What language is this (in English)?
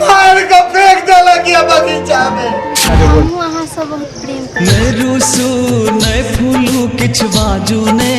Maithili